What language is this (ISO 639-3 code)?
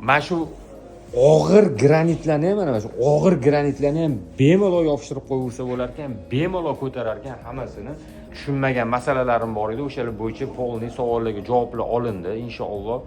uzb